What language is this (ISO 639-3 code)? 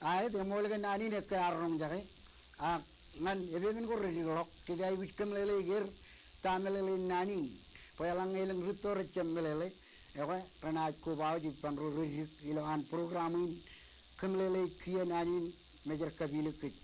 mah